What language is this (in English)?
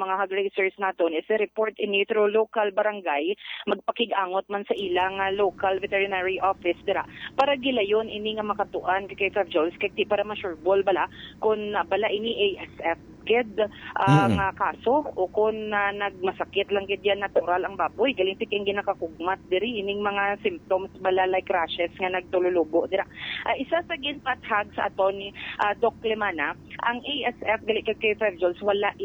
Hiligaynon